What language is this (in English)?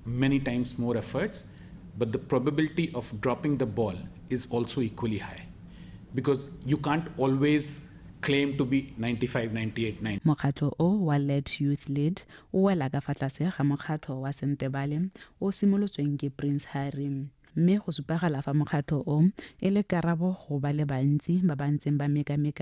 Tswana